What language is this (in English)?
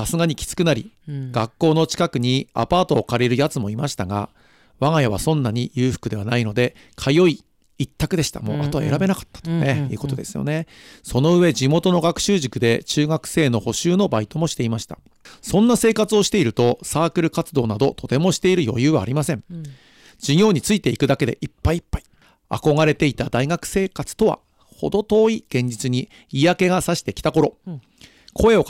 Japanese